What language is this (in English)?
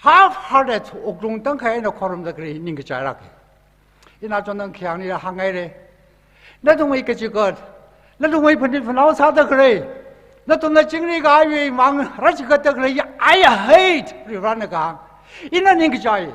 Tangkhul Naga (India)